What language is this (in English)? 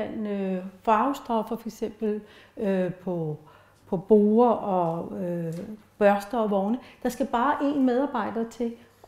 Danish